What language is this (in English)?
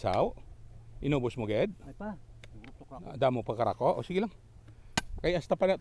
Hiligaynon